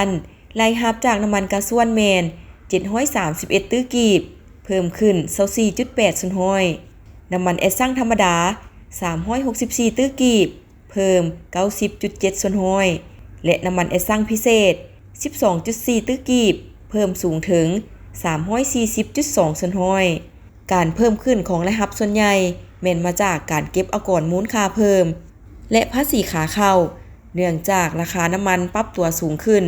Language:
Lao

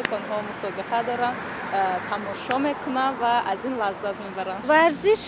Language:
Tajik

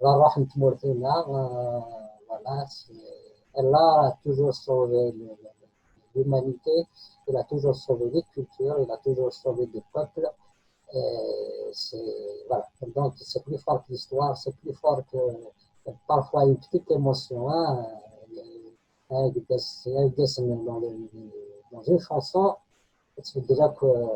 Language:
Kabyle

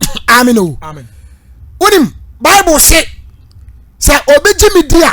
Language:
Akan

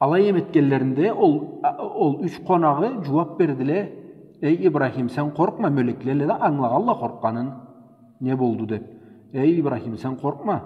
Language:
Karachay-Balkar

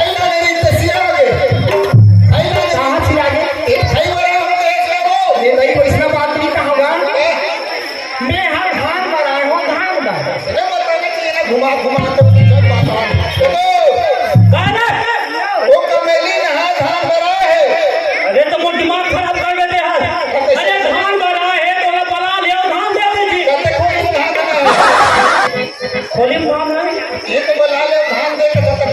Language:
Chhattisgarhi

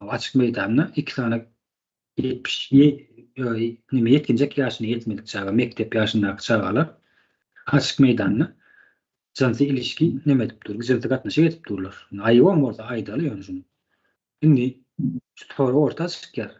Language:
Turkmen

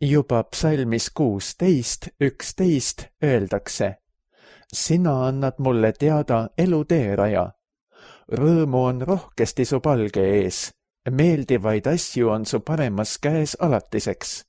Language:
Estonian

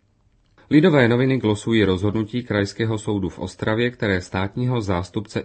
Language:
Czech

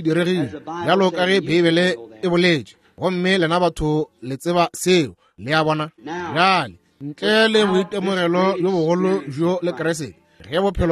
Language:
Northern Sotho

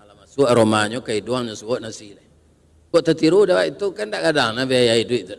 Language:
Minangkabau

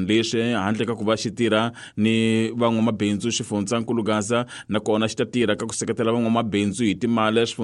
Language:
Tsonga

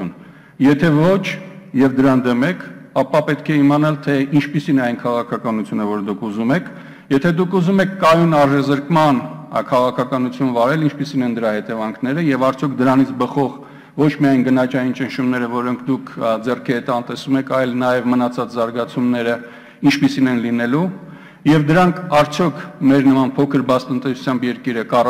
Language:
Armenian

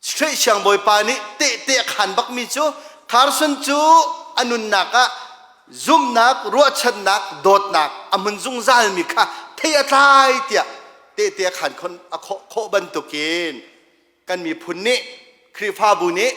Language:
Hakha Chin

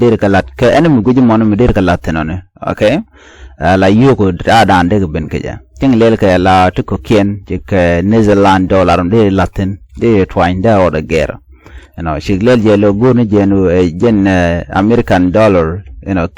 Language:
Nuer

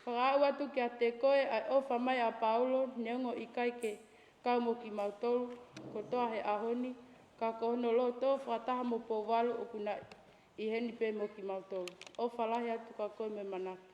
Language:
Tongan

